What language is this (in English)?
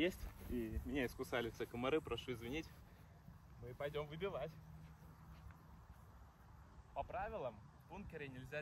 Russian